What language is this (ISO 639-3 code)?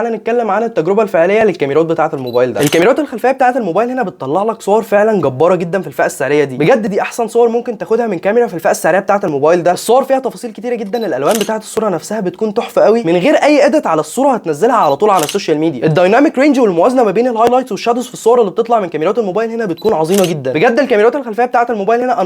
arz